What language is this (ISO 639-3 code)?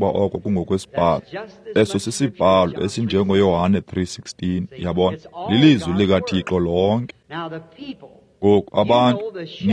xho